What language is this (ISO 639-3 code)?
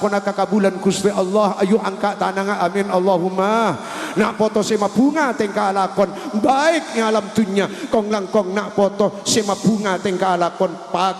mad